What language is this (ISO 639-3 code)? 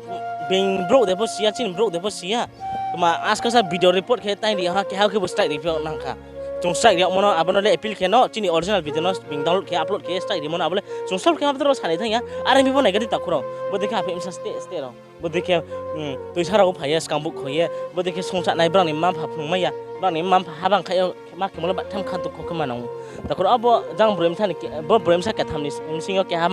ria